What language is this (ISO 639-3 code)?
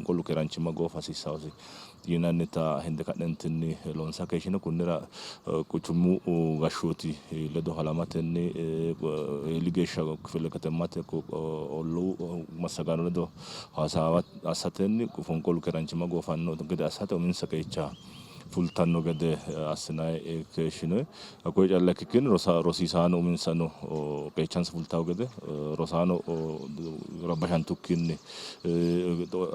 sid